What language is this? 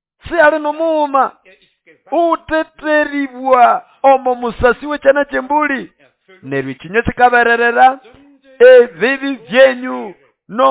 Nande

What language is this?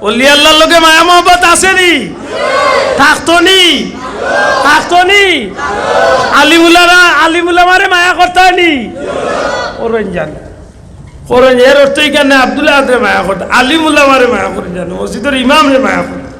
Sylheti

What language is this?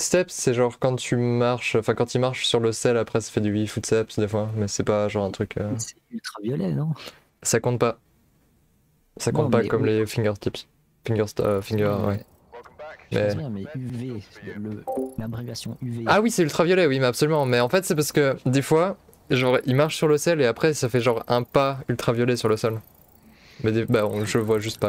French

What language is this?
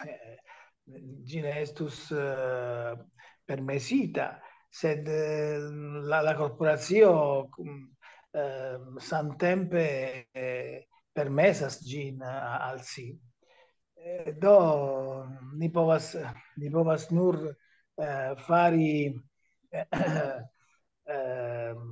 Esperanto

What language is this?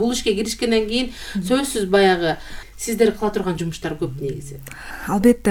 Kyrgyz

